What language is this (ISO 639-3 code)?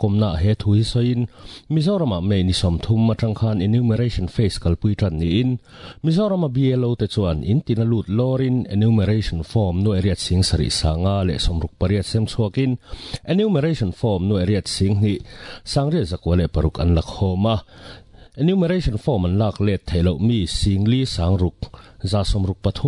lus